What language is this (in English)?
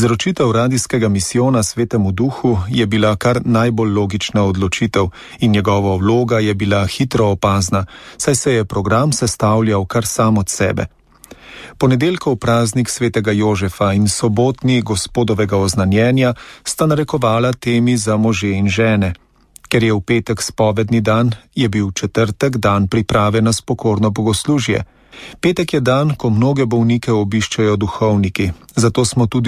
Slovenian